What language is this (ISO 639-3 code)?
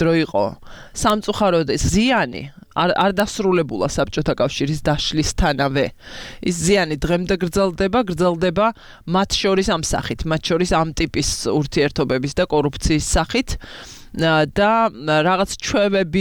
kat